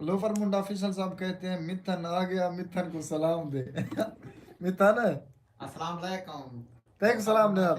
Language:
Saraiki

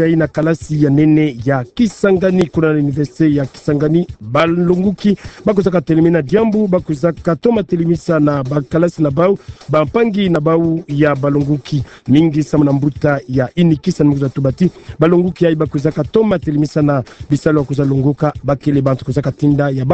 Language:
Kituba (Democratic Republic of Congo)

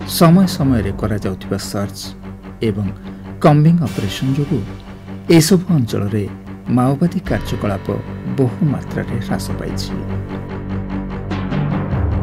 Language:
Odia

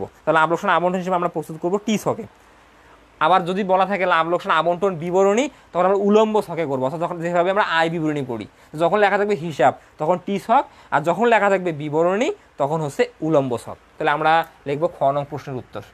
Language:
Bangla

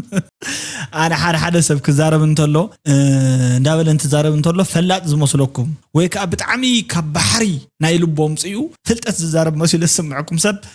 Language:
Tigrinya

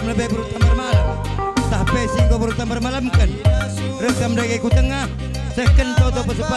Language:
Batak Karo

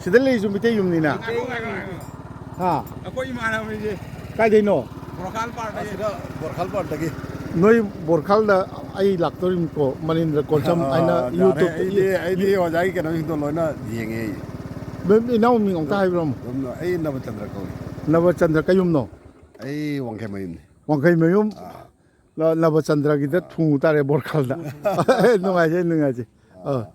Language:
Manipuri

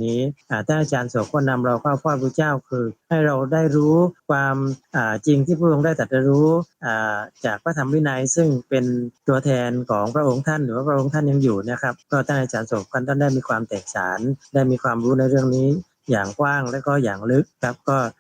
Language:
Lao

